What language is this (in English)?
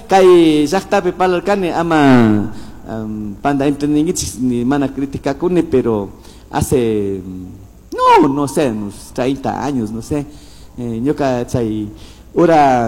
Chimborazo Highland Quichua